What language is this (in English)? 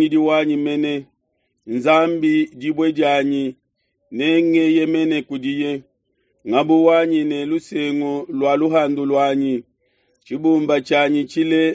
Luba-Lulua